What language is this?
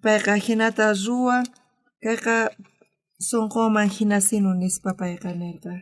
South Bolivian Quechua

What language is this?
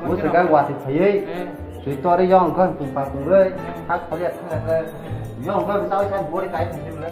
Kok Borok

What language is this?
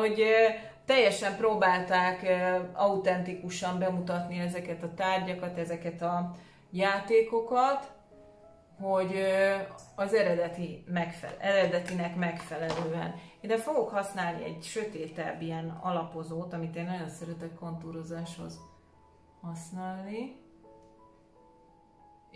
Hungarian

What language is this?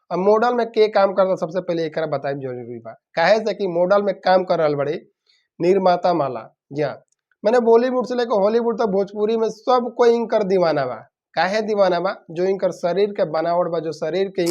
Bhojpuri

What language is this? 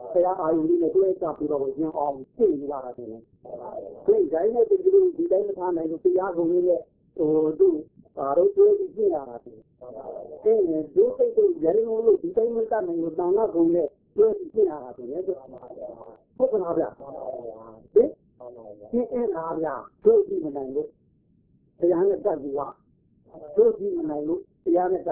Burmese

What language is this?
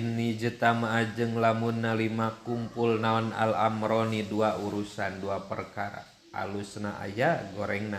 Sundanese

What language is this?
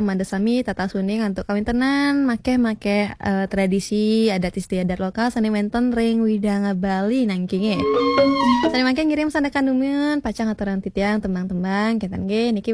Balinese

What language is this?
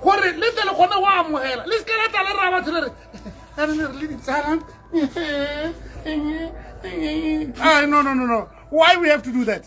Tswana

